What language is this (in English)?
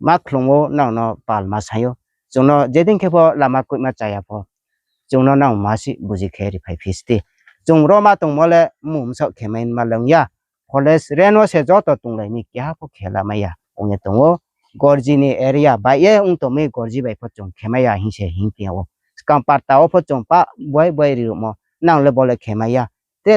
Riang (India)